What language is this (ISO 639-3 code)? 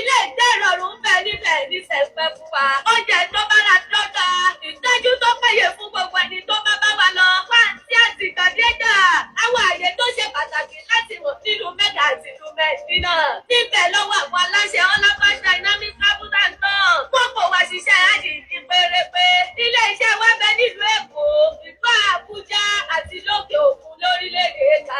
yor